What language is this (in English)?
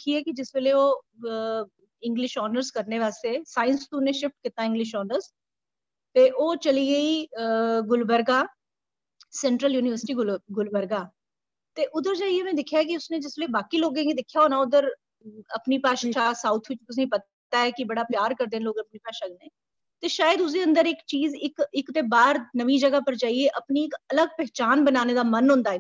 Dogri